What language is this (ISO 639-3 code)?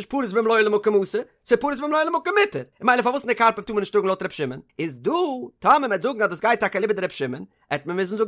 yid